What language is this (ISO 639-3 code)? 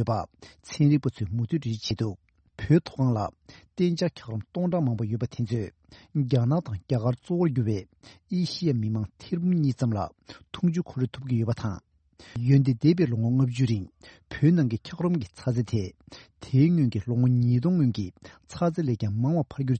bod